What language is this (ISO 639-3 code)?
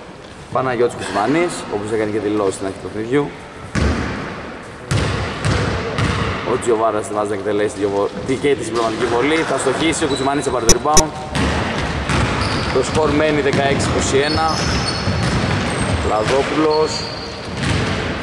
ell